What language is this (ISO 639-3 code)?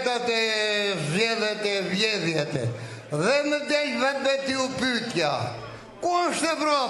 sqi